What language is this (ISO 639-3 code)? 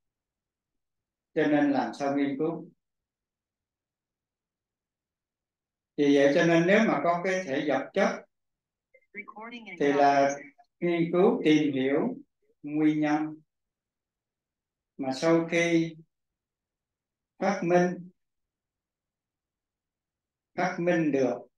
vie